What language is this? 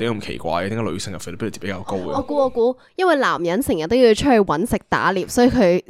Cantonese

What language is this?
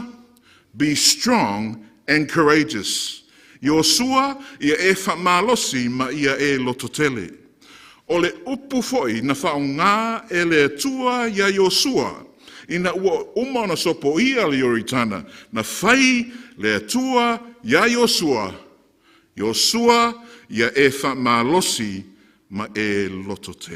Samoan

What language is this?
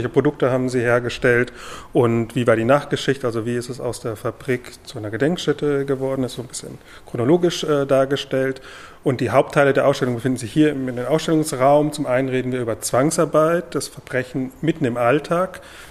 German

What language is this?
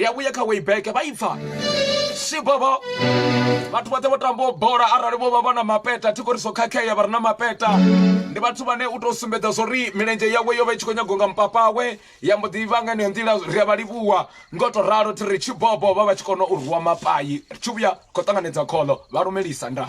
Venda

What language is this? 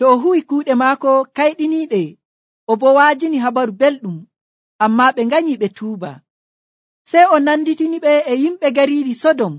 Nigerian Fulfulde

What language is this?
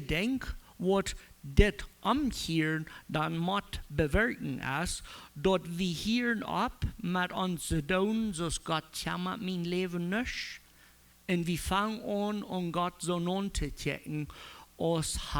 Plautdietsch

